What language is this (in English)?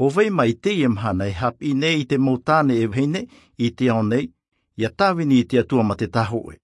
Tahitian